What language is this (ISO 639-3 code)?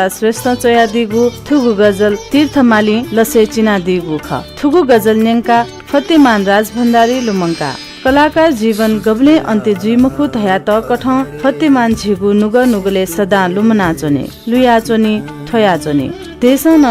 new